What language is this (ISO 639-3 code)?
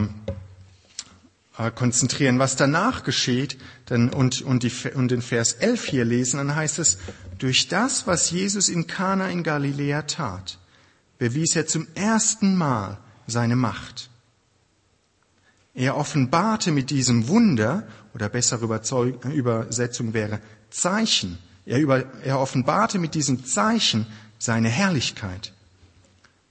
deu